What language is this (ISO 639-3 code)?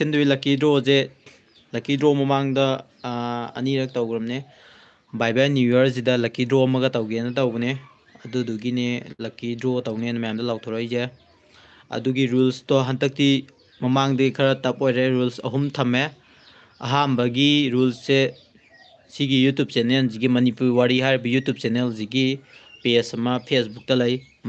mni